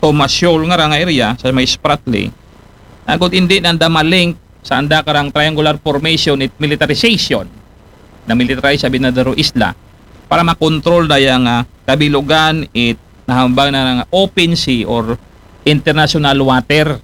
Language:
Aklanon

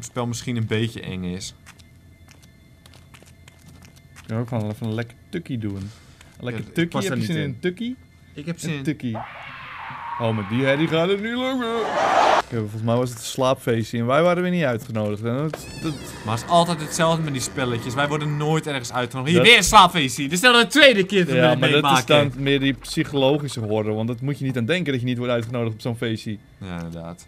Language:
Dutch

